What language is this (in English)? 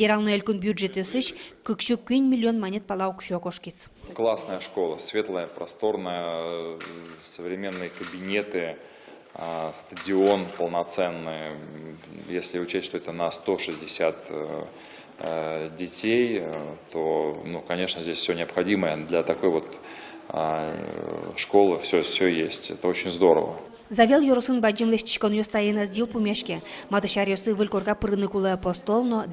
Udmurt